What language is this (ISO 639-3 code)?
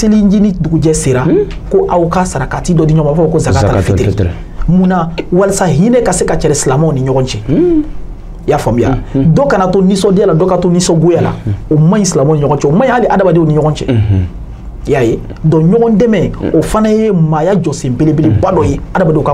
bam